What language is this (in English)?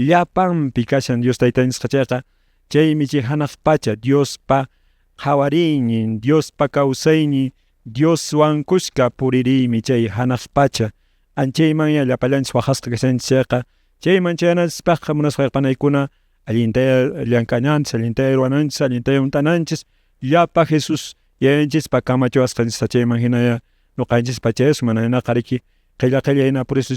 Quechua